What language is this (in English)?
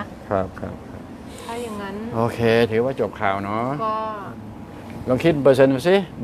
Thai